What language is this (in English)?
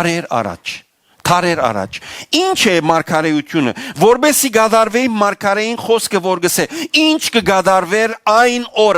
Western Armenian